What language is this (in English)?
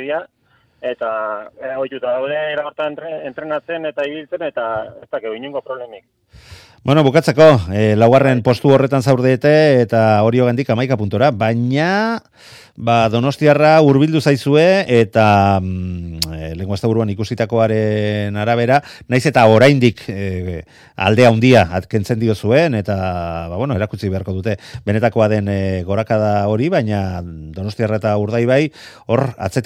Basque